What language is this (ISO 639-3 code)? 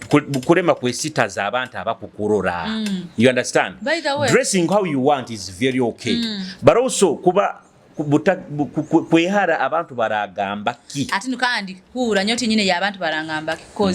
nyo